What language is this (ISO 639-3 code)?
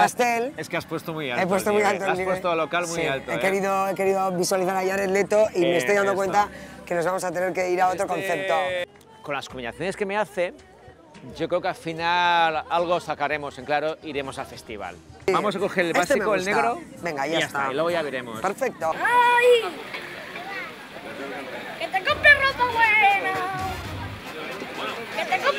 spa